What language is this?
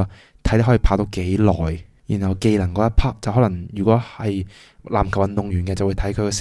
Cantonese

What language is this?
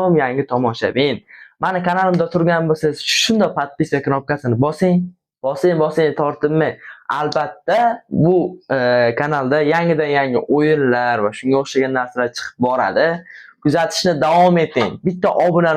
Uzbek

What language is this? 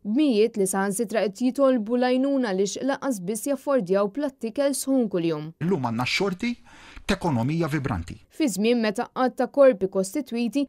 Maltese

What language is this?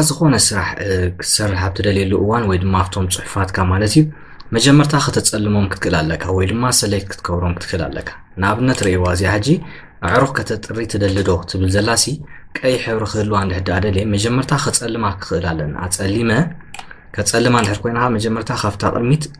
Tigrinya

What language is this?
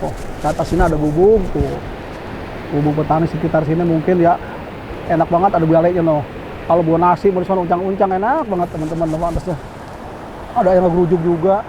Betawi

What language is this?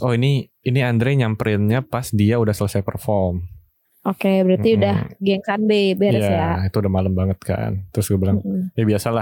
Indonesian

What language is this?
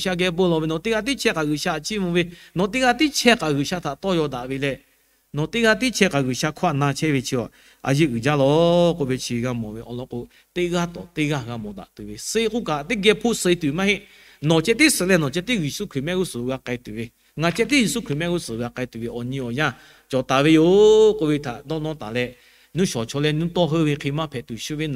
Lahu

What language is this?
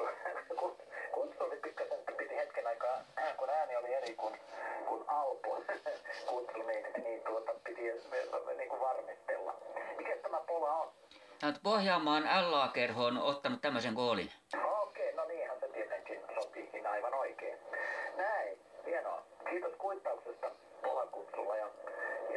Finnish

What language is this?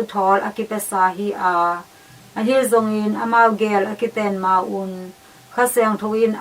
Tedim Chin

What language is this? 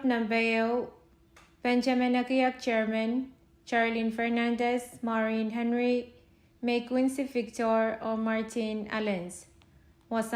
Pohnpeian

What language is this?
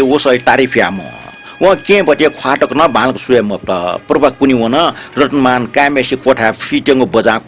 Newari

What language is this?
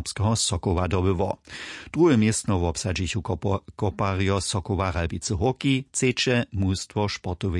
Upper Sorbian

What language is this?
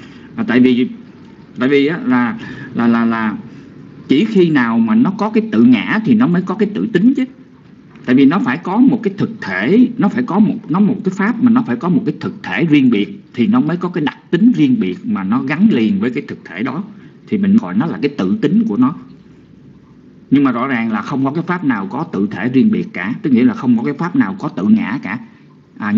Vietnamese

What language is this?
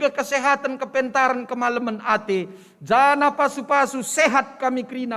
Batak Karo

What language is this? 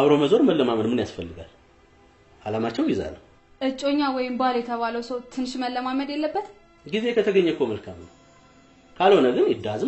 Amharic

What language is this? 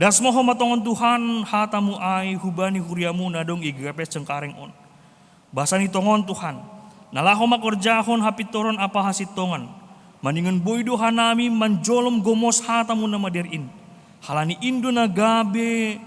Batak Simalungun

